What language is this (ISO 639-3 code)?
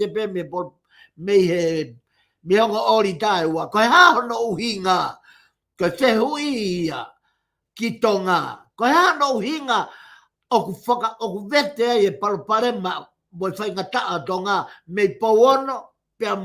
ton